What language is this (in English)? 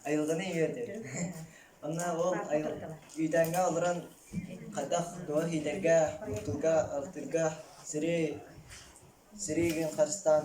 Yakut